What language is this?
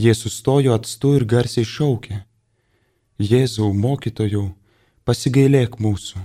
Lithuanian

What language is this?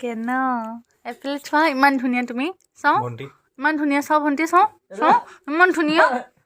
Assamese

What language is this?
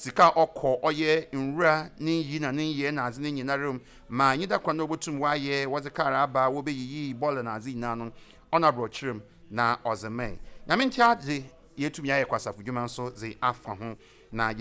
Akan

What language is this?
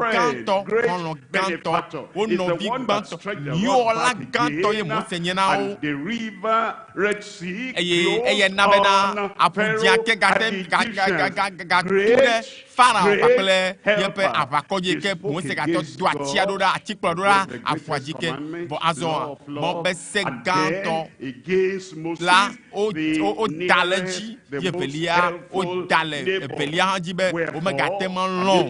Ewe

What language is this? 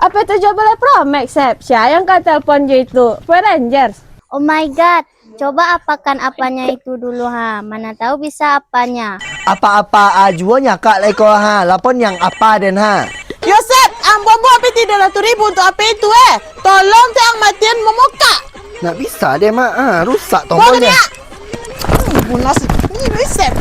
Minangkabau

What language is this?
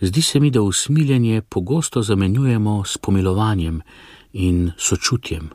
Slovenian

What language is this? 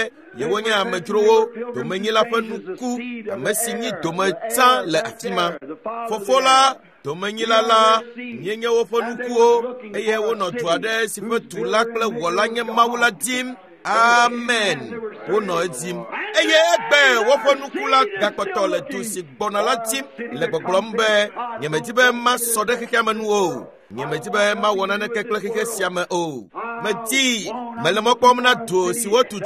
Ewe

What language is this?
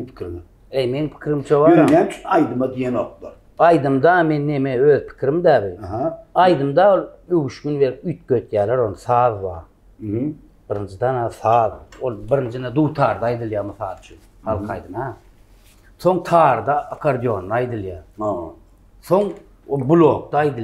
Turkmen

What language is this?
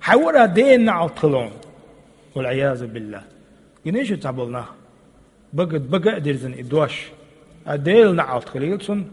Chechen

